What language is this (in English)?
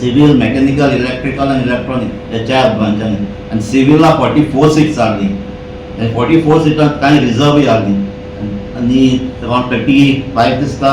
Konkani